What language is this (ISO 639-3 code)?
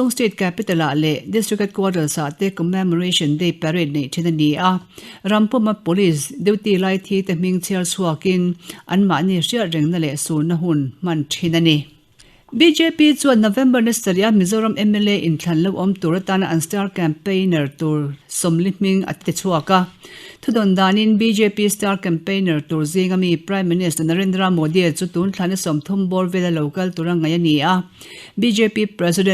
lus